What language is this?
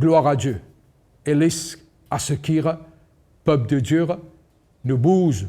Morisyen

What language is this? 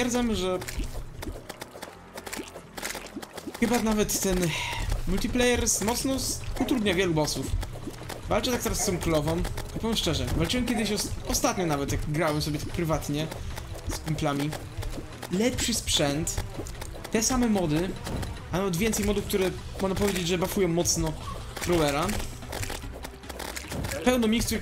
Polish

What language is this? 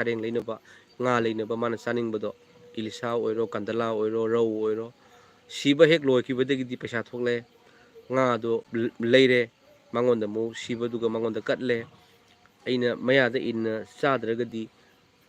Manipuri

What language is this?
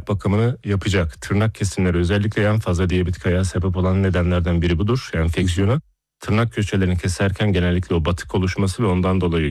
Turkish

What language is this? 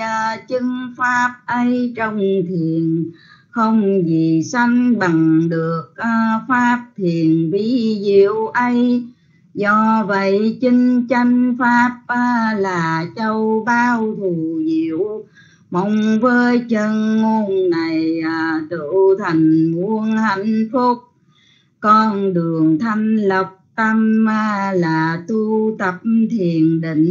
Vietnamese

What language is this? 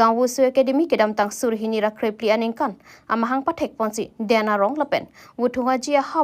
Karbi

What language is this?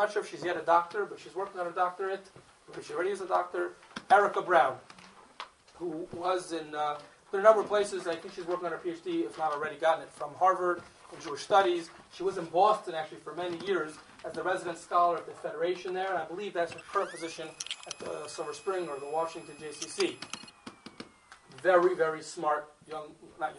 English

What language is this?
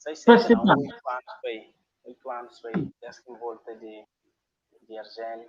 Kabuverdianu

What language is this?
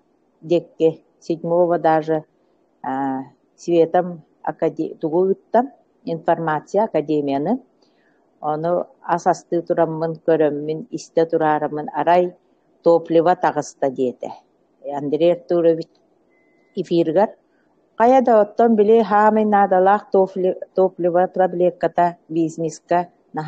Yakut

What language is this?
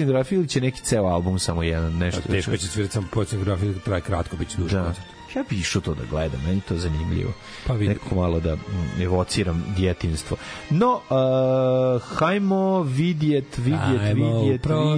Serbian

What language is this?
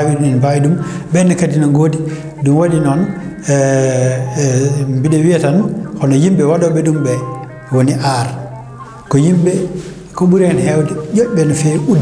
Fula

